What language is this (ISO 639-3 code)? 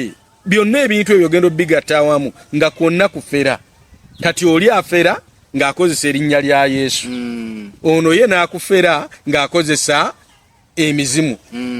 lug